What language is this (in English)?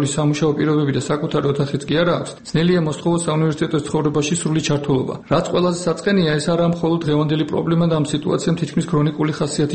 Georgian